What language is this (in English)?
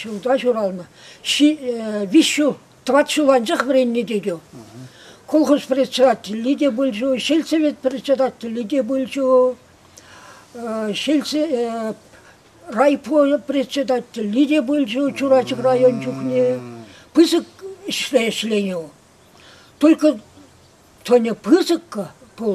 Chuvash